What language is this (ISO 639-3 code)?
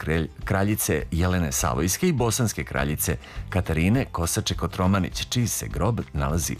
srp